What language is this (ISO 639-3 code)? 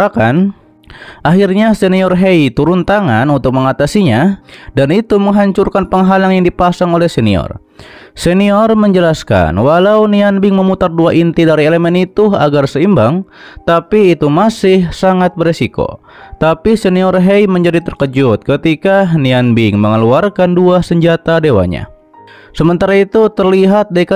ind